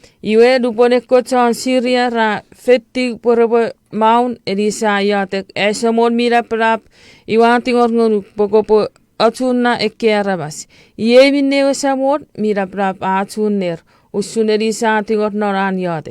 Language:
Chuukese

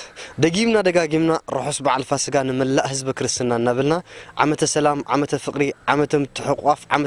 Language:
Tigrinya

